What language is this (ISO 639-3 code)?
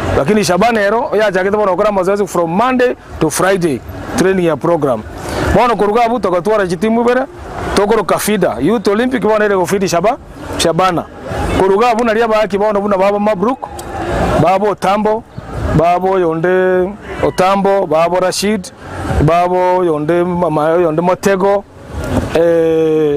guz